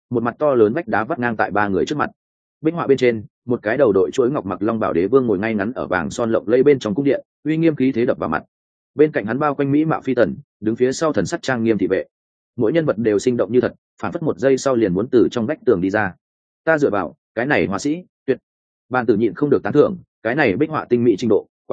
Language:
Vietnamese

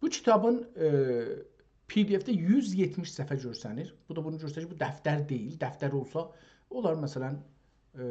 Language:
South Azerbaijani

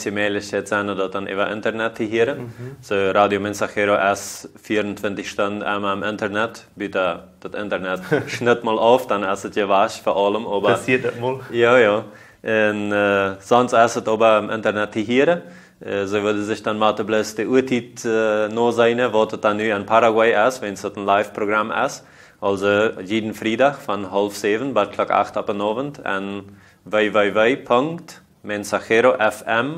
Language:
Plautdietsch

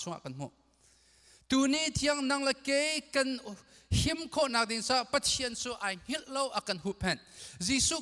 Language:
Hakha Chin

